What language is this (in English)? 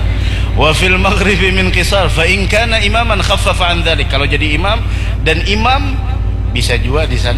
Banjar